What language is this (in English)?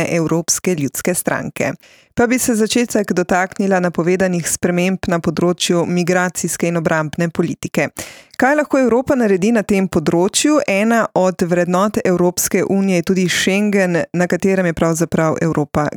Slovenian